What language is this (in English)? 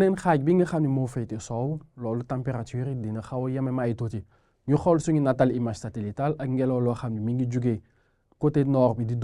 Wolof